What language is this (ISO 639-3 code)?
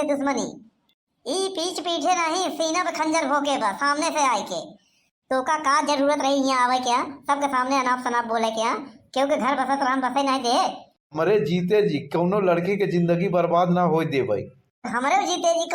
awa